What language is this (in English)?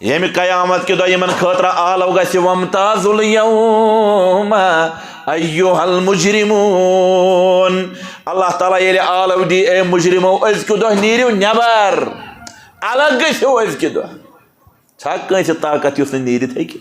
Kashmiri